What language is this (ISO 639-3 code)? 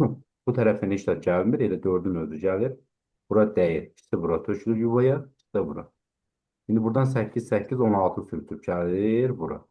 aze